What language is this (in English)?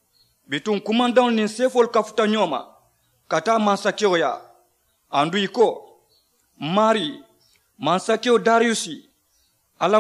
Mandingo